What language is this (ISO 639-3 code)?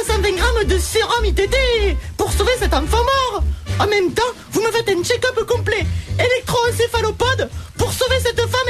fra